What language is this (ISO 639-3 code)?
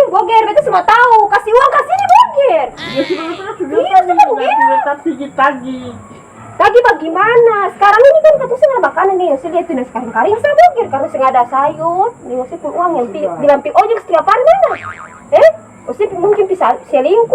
abs